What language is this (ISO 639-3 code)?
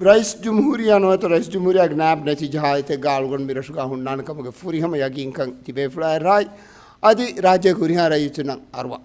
div